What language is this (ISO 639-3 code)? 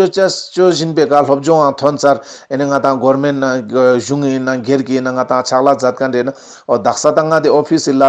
lbj